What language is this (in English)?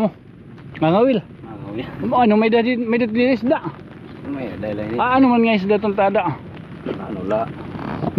Waray